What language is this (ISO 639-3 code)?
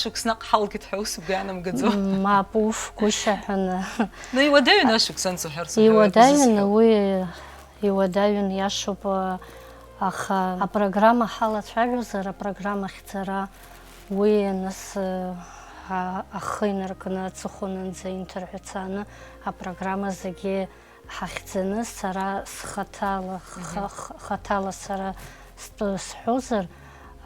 abk